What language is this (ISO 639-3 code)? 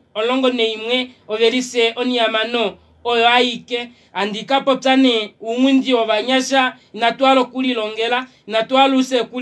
kua